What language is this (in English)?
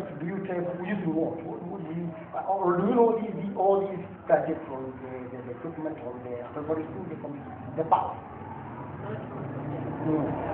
Meru